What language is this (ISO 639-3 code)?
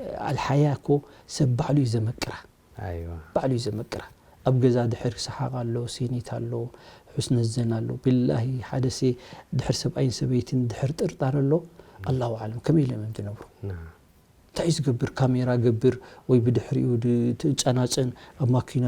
tir